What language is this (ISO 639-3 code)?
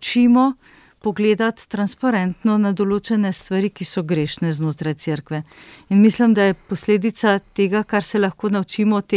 slv